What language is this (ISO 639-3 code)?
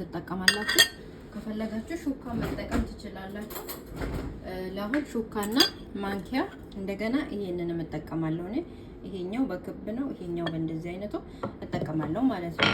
amh